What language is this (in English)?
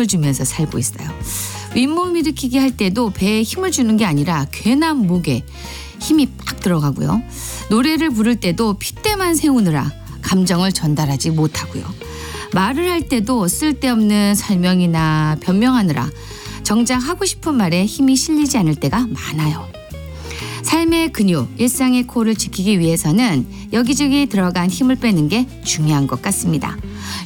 Korean